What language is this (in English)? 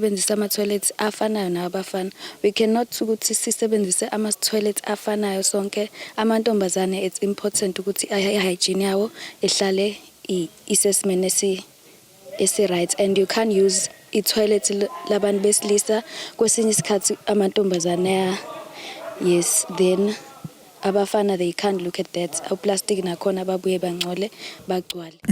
Zulu